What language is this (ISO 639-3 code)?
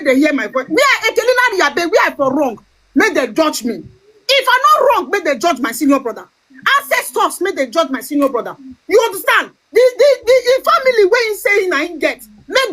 pcm